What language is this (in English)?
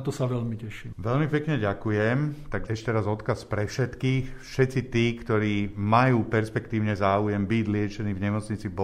Slovak